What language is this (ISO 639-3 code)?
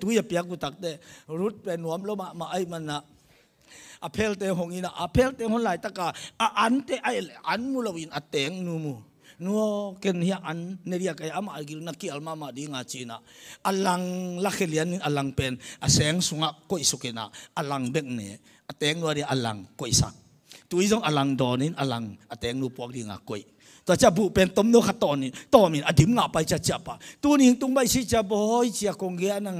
ctd